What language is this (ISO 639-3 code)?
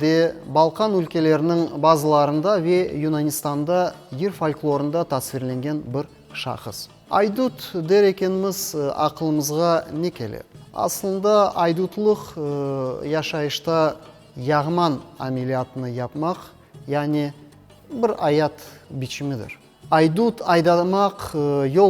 crh